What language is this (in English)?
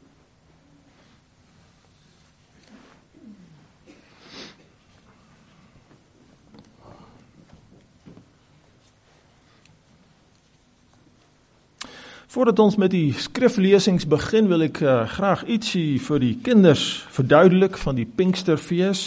Afrikaans